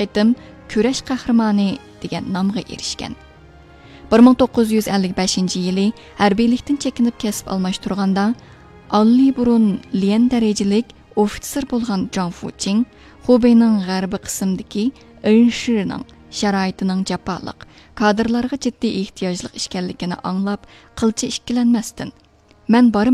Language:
Uyghur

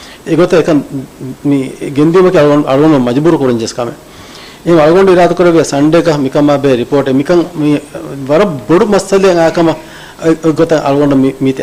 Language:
Divehi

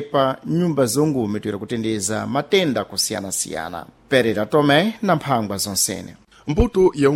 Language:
Sena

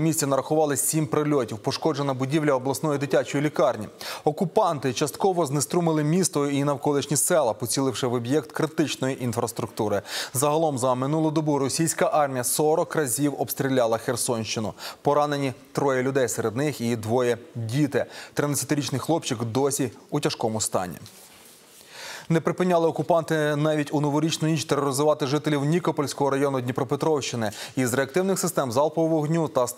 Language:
Ukrainian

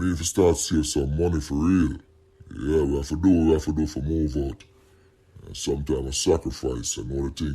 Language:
Jamaican Creole English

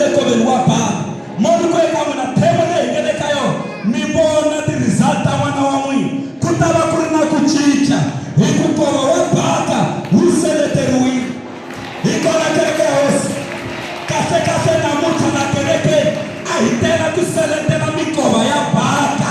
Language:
Tsonga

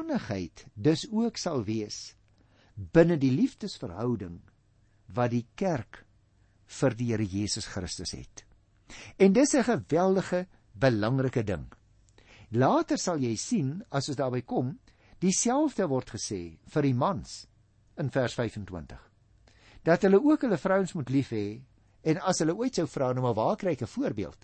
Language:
Afrikaans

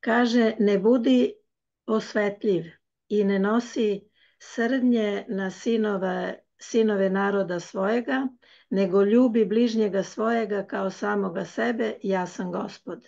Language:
Serbian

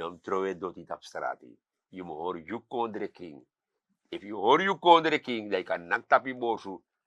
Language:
Sranan Tongo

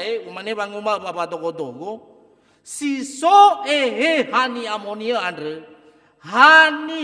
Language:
Nias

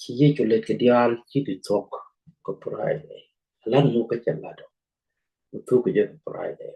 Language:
Nuer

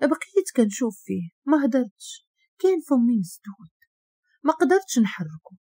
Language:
Moroccan Arabic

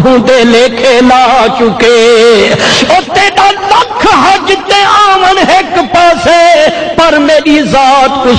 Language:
Saraiki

